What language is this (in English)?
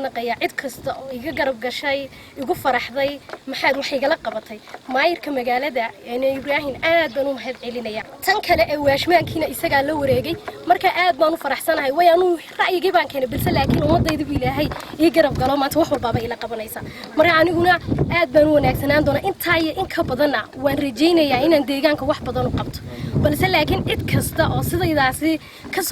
Somali